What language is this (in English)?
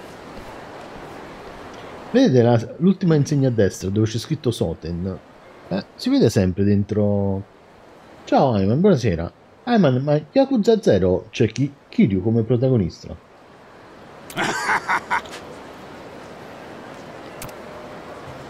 Italian